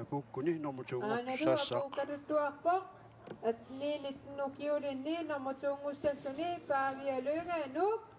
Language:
Kalaallisut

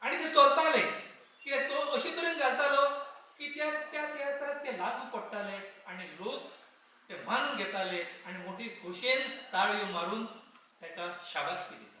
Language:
Konkani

